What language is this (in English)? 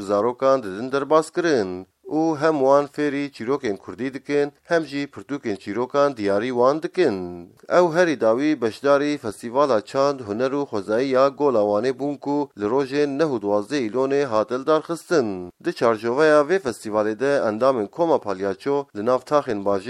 Kurdish